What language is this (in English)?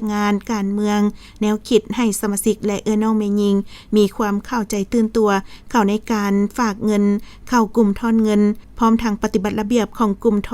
Lao